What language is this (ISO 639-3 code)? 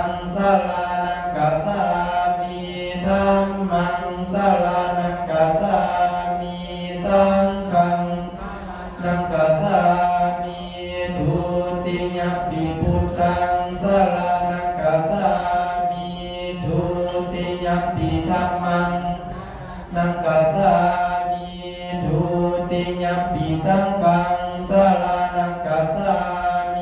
pli